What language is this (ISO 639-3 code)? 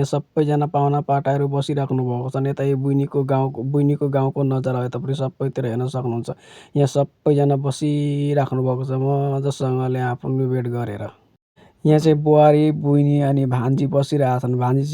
nep